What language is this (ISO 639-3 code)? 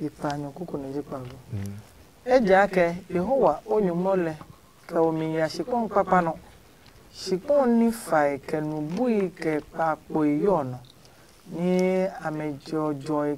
ada